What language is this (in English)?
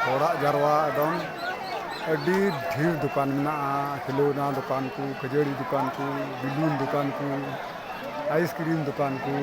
Santali